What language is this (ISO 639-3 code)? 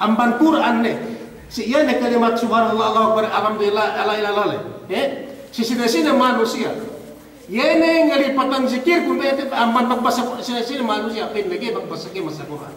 yka